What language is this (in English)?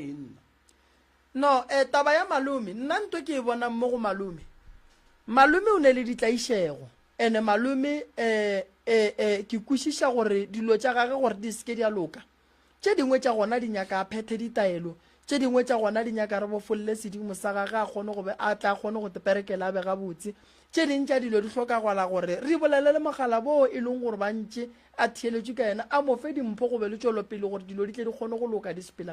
Northern Sotho